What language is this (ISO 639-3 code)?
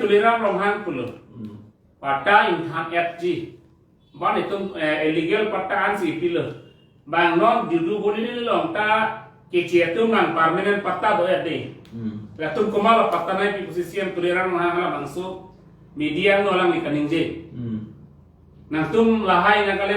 mjw